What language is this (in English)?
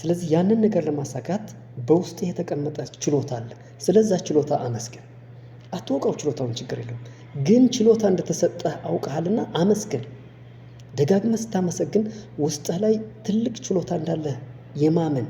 Amharic